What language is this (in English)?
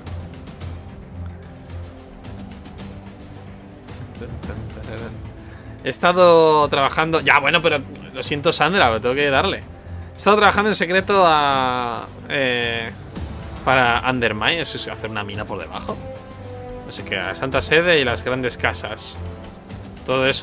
Spanish